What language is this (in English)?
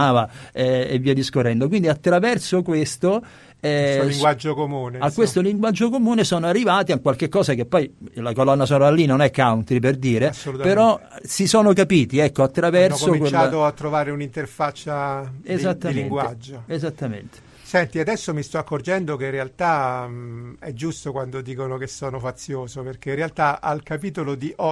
Italian